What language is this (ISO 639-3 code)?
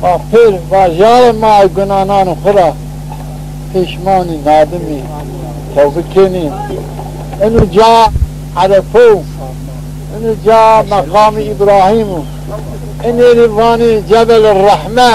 zza